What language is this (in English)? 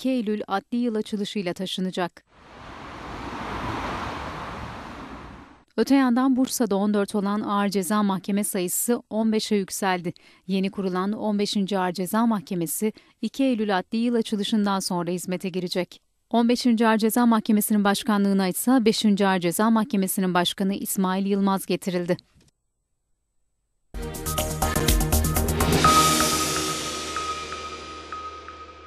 Turkish